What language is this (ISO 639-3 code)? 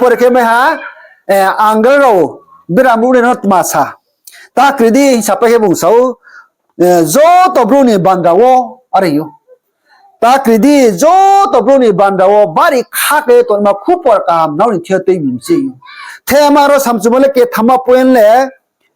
ria